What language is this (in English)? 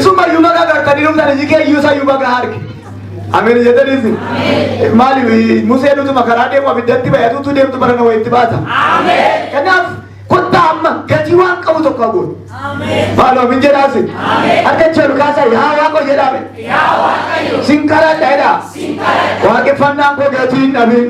Oromo